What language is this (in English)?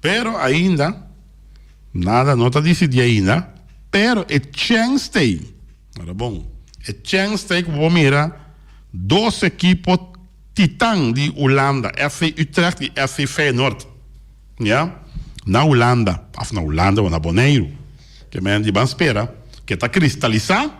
Papiamento